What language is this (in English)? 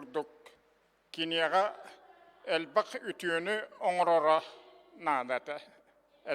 Yakut